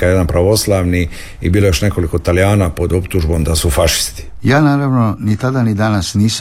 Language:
Croatian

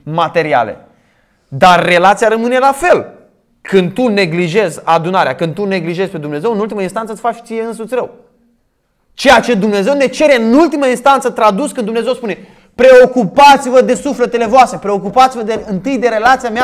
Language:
Romanian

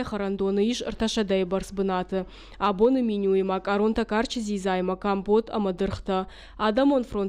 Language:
Ossetic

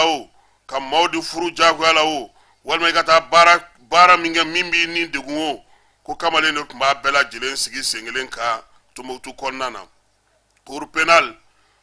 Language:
Bambara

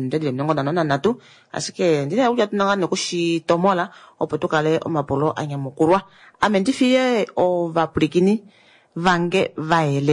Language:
Kuanyama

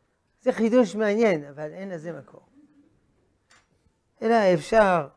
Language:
Hebrew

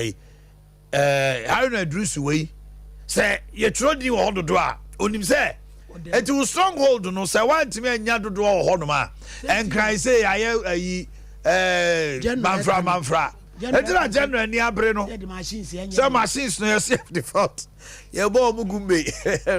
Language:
Akan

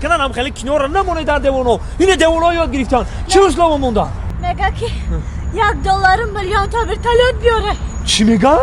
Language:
Tajik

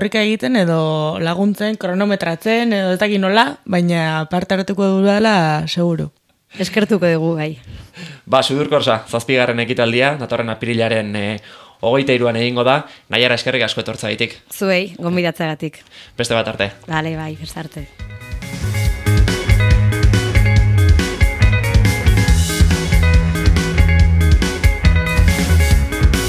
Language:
Basque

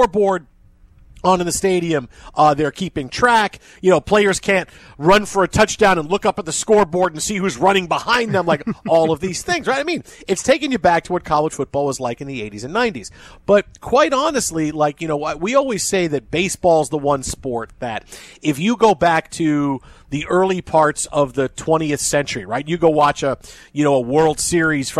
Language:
English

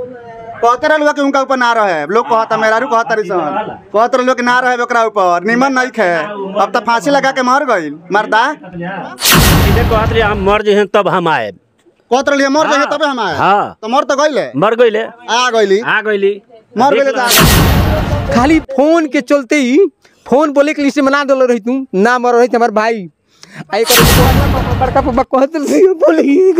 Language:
Bhojpuri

